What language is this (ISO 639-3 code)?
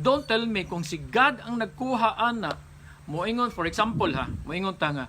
ceb